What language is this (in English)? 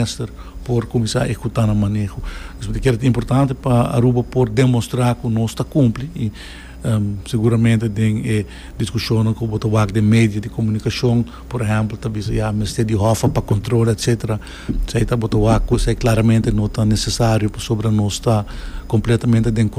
Papiamento